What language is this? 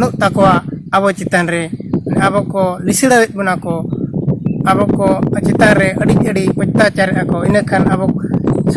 Santali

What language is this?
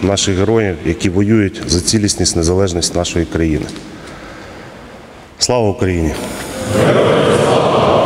Ukrainian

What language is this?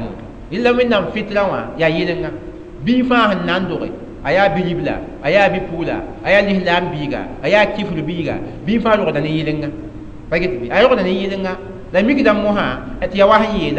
Mossi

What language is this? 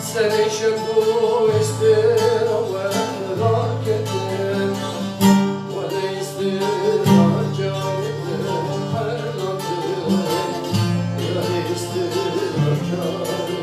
Kurdish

